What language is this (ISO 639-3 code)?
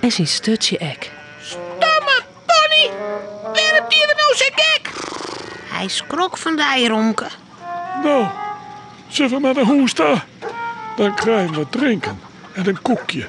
fry